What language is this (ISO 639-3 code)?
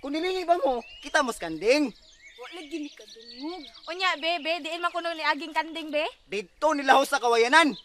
ceb